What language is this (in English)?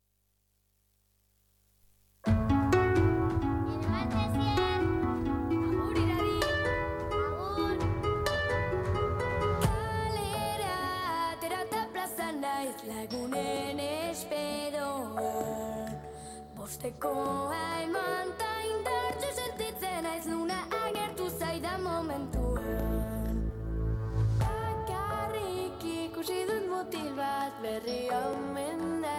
Basque